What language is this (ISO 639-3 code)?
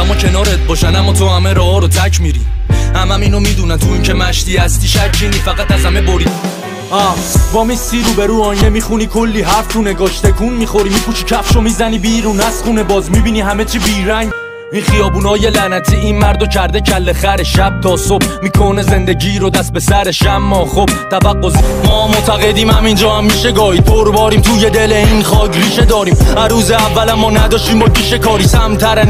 fas